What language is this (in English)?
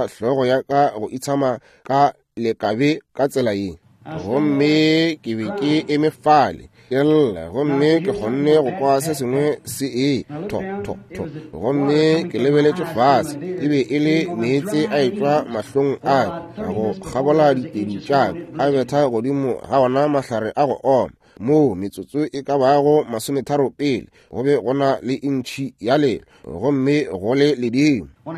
Northern Sotho